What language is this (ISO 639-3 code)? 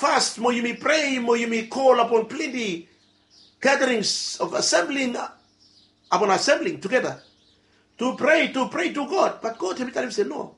bis